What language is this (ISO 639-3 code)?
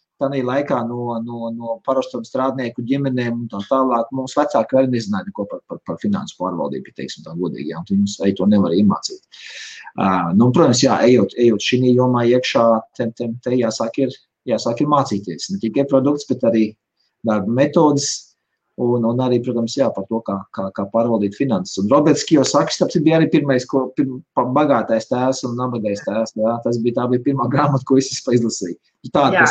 lav